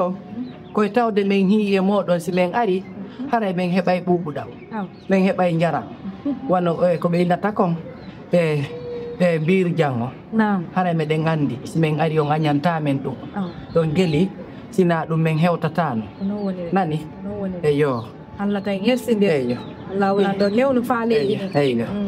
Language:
Fula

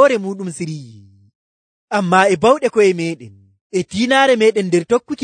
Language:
Nigerian Fulfulde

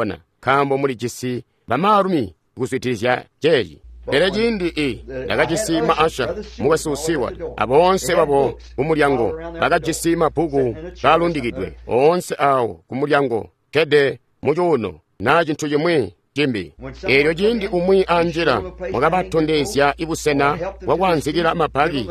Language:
Tonga (Zambia)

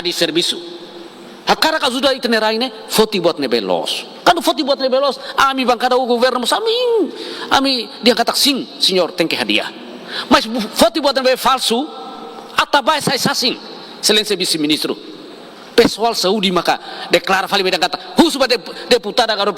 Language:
Tetum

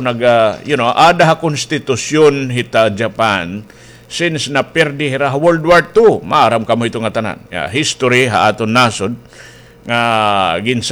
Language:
Waray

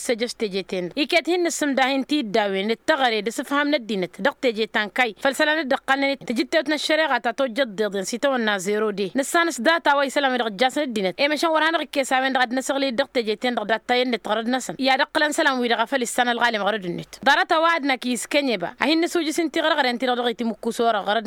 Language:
Tamasheq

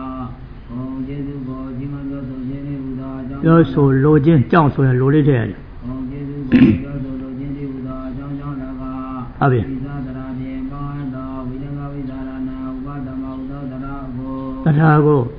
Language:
Burmese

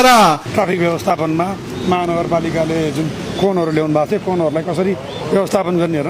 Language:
Nepali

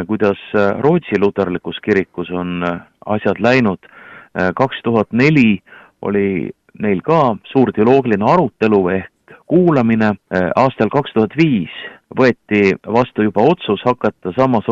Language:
Estonian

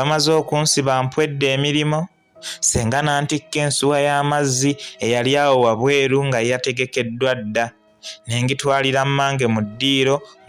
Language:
Ganda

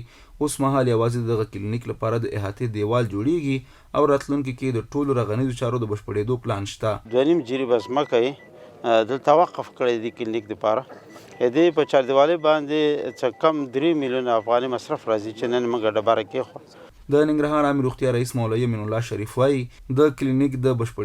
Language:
Pashto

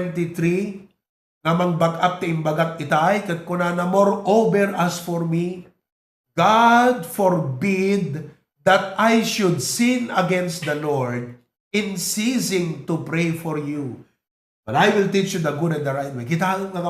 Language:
Iloko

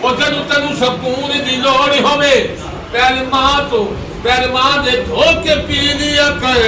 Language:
Pahari-Potwari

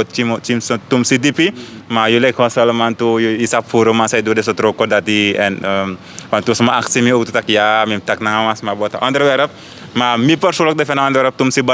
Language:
Sranan Tongo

